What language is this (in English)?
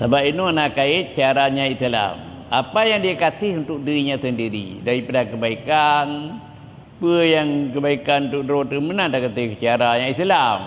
Achinese